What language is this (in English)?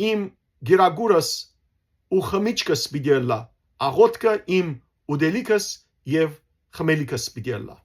Western Armenian